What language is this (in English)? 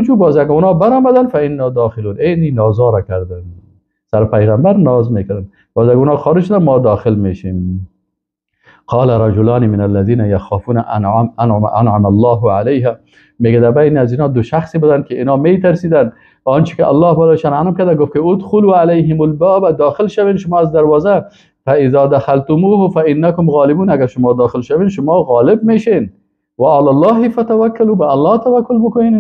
Persian